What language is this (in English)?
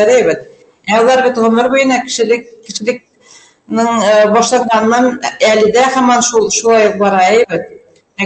Bashkir